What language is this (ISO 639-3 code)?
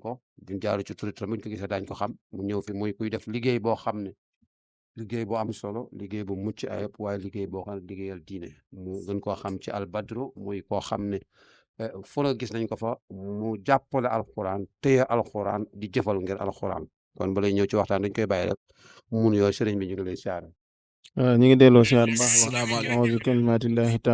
wol